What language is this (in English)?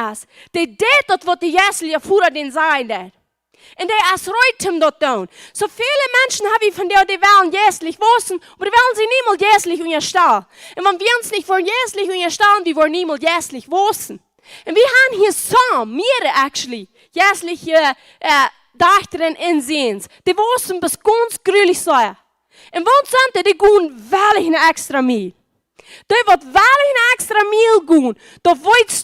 Plautdietsch